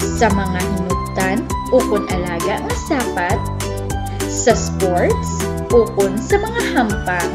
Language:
Hiligaynon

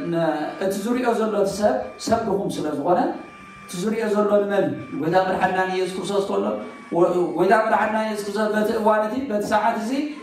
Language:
Tigrinya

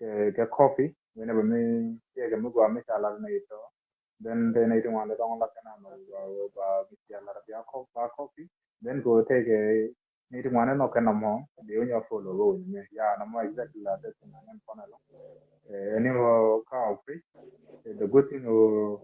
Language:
Nuer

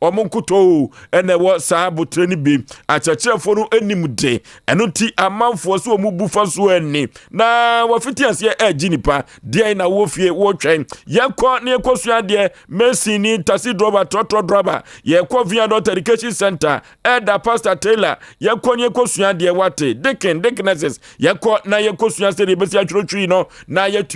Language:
Akan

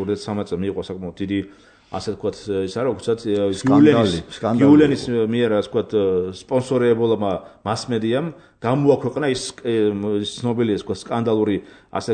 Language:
Georgian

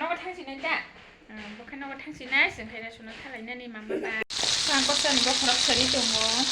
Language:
Kok Borok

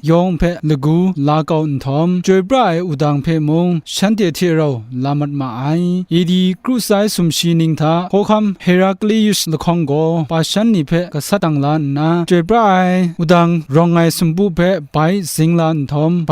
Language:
Kachin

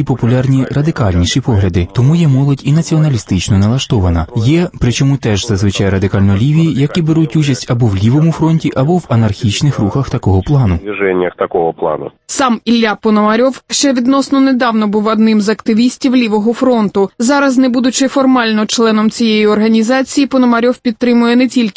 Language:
Ukrainian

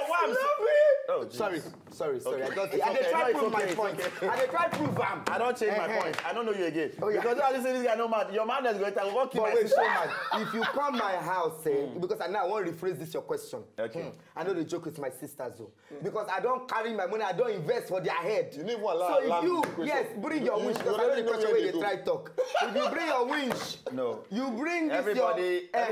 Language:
Nigerian Pidgin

